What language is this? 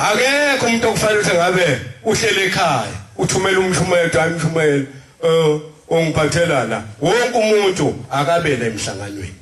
Zulu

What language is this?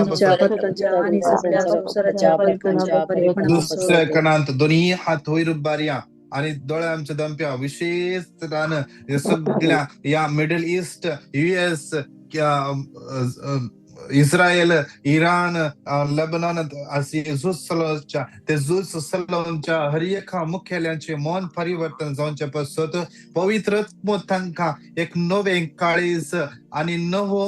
Konkani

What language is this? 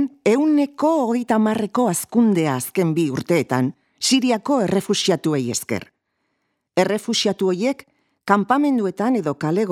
Basque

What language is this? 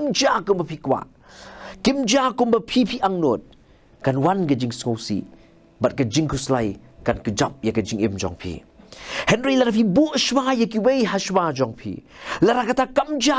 Khasi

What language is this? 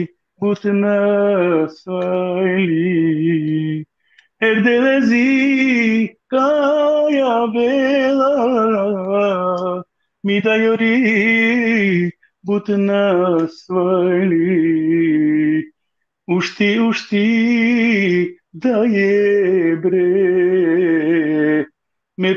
Balkan Romani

